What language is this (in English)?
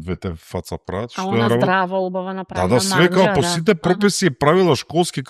Macedonian